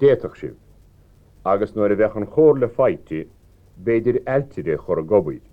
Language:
Irish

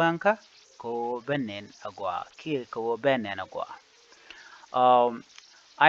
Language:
Nuer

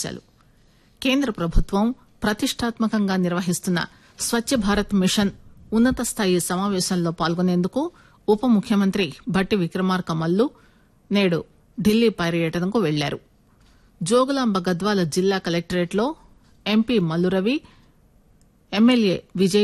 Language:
Telugu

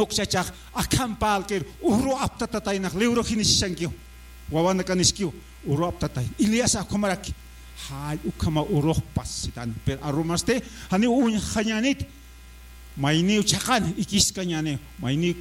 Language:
Aymara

